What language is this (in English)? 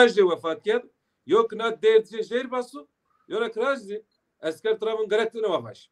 Zaza